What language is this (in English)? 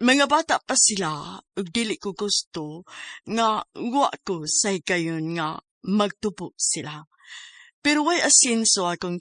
Cebuano